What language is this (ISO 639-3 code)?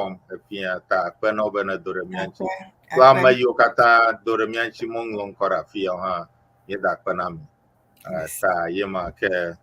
ewe